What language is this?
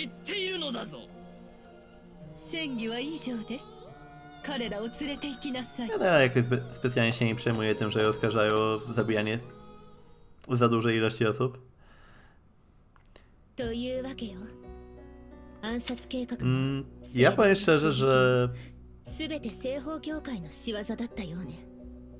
Polish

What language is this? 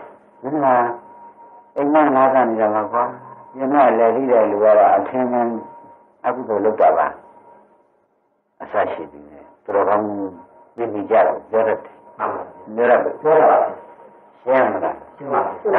Burmese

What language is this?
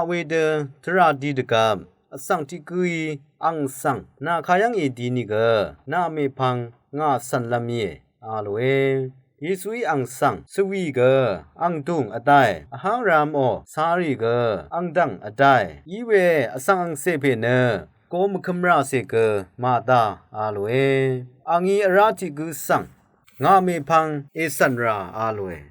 Rawang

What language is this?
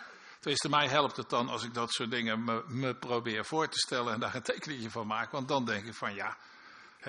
Dutch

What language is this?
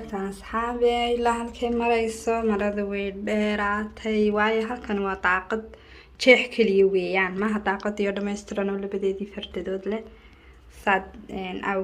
Somali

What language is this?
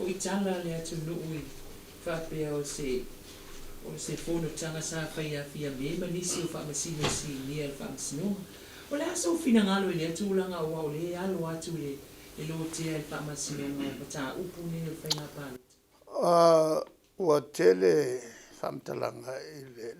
Samoan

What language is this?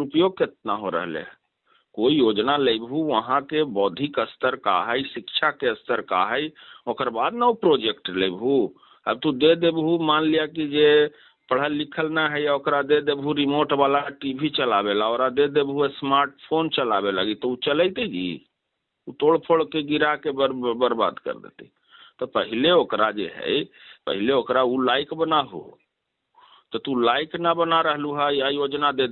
Magahi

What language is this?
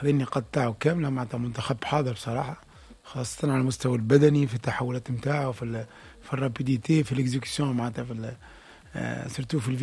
Tunisian Arabic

